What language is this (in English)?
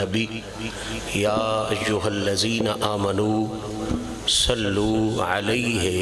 Urdu